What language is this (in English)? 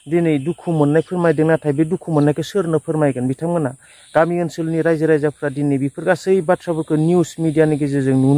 Bodo